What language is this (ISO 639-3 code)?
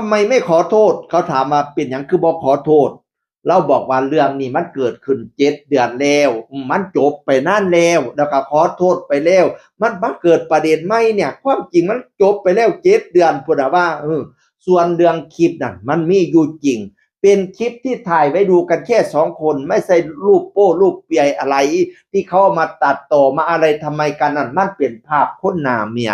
tts